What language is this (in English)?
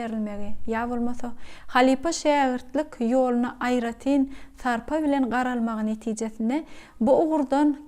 Turkmen